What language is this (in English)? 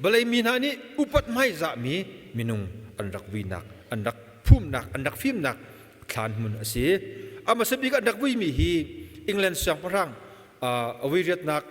Hakha Chin